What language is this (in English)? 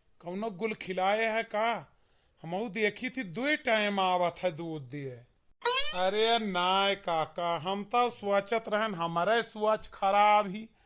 Awadhi